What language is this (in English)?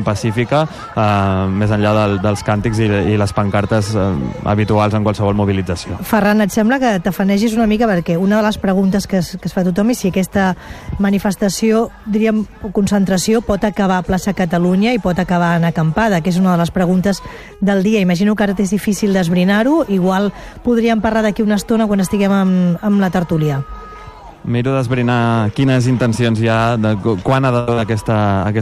Catalan